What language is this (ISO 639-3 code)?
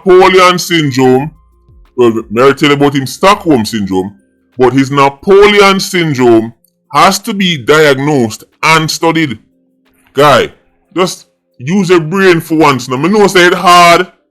jam